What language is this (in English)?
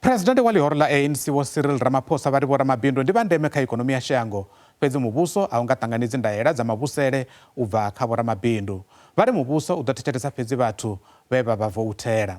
Venda